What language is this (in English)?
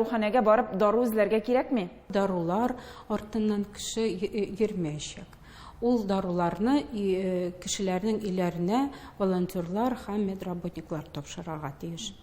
Tatar